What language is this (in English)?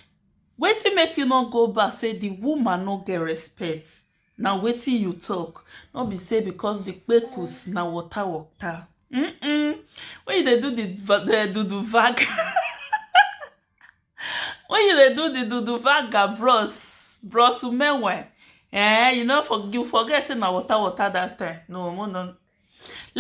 Nigerian Pidgin